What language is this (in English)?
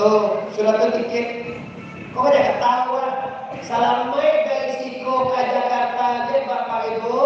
Minangkabau